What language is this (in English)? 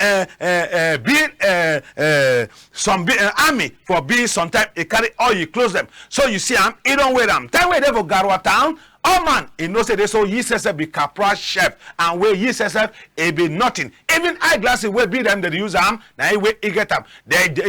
Cameroon Pidgin